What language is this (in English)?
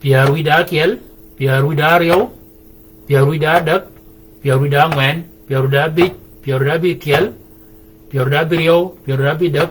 Shilluk